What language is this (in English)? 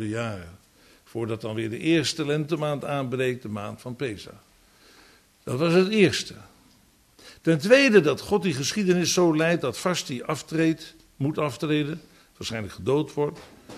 Dutch